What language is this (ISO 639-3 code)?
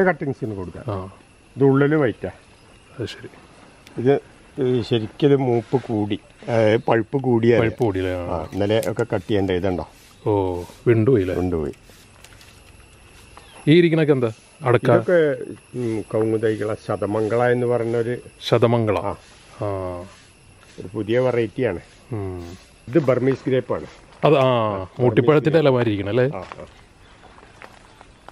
mal